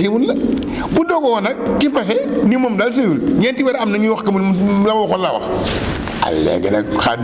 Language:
Wolof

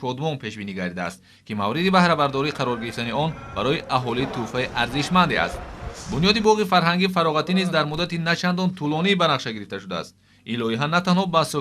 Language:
Tajik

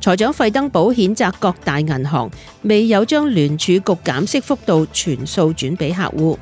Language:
Cantonese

